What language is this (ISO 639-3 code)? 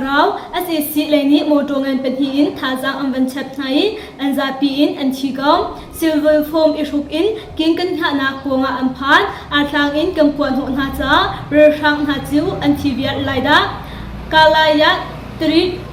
cnh